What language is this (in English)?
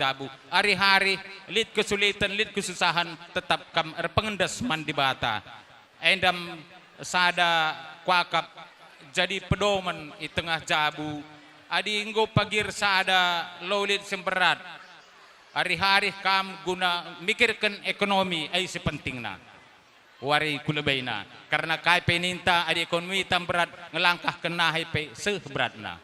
Batak Karo